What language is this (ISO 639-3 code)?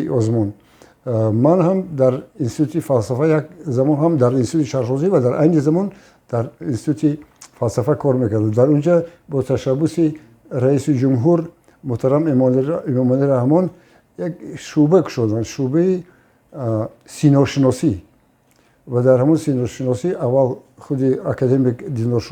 tgk